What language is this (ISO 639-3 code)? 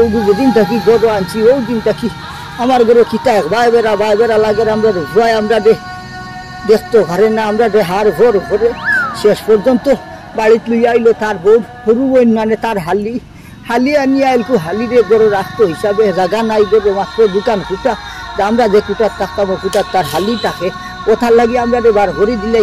syl